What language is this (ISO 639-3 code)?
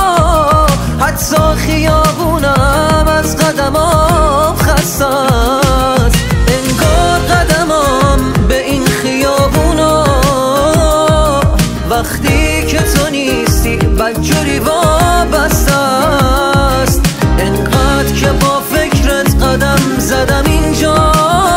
fas